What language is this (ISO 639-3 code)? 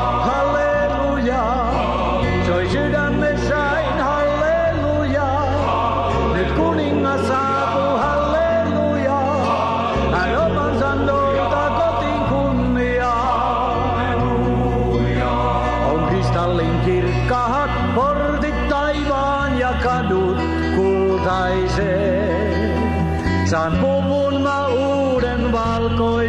fin